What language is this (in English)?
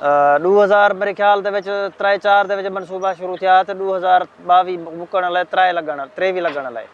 Saraiki